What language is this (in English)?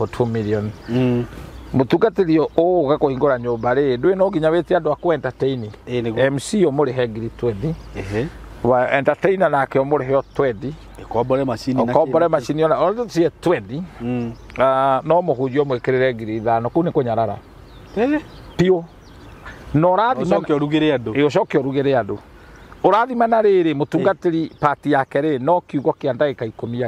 Kikuyu